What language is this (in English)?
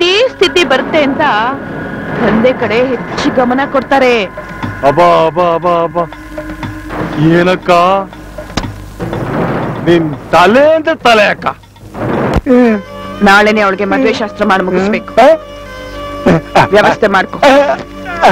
Kannada